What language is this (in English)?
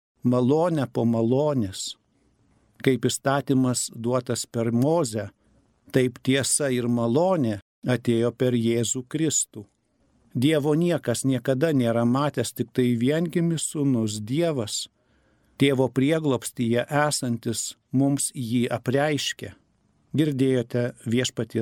Lithuanian